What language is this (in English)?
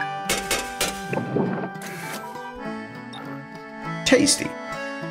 English